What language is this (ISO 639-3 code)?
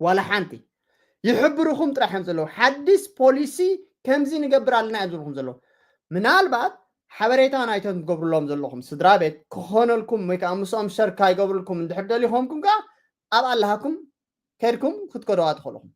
tir